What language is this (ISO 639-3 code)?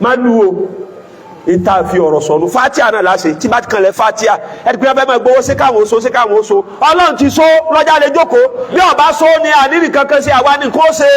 yor